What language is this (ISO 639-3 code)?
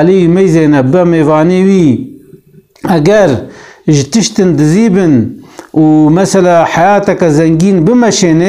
kur